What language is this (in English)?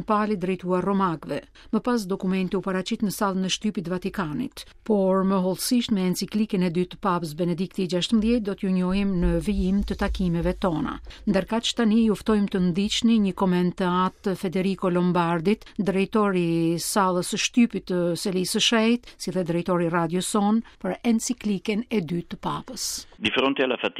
Albanian